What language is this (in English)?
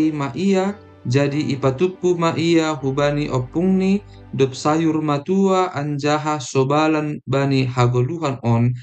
Batak Simalungun